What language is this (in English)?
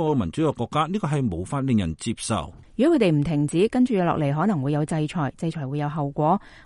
Cantonese